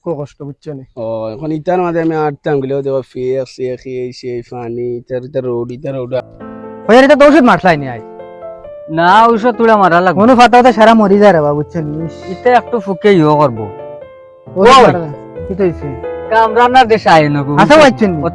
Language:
Sylheti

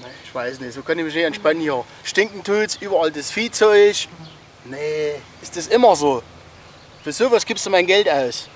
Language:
Bavarian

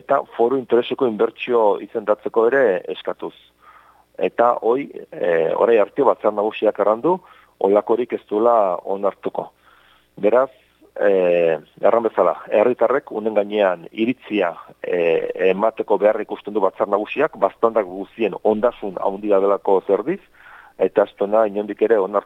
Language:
Basque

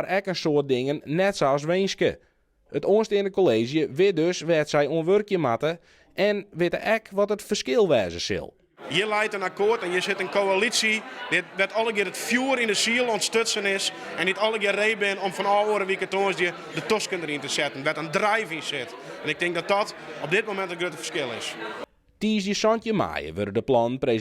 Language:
Western Frisian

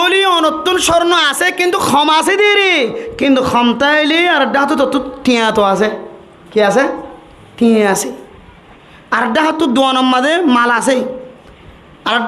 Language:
Rohingya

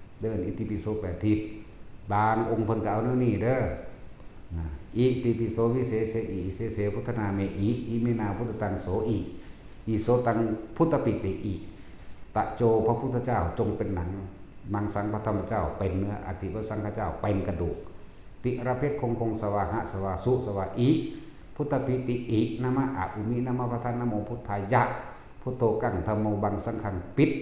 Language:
Northeastern Thai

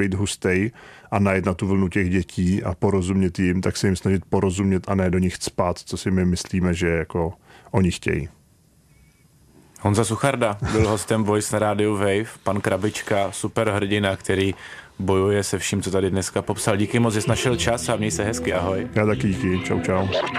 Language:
Czech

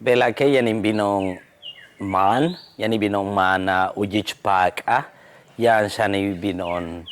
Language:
Yucateco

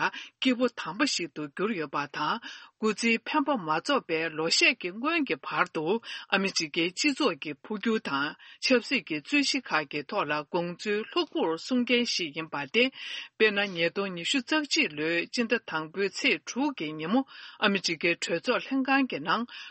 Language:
Tibetan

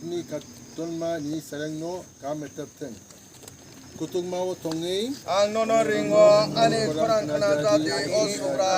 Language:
Kok Borok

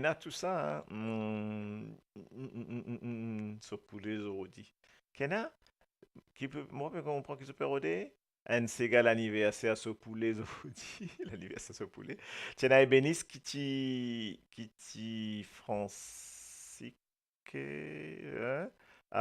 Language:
Morisyen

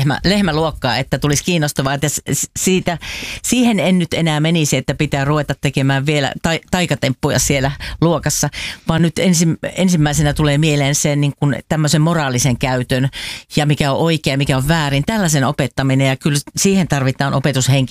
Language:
Finnish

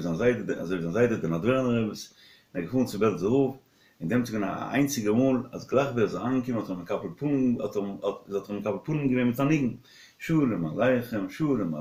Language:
Yiddish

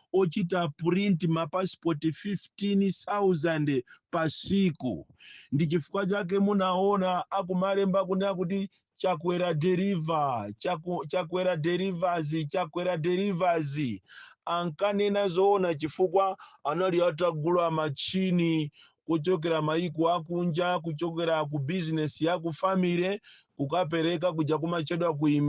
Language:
Nyanja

